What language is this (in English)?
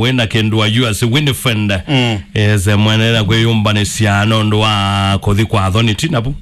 Kamba